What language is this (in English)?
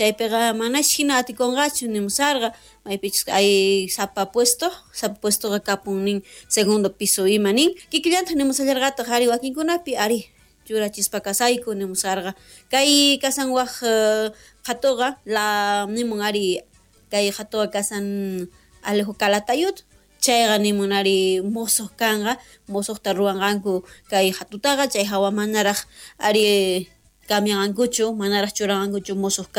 South Bolivian Quechua